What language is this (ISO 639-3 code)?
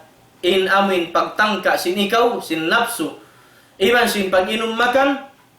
tsg